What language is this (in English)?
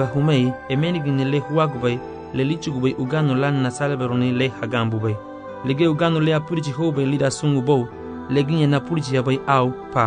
Garifuna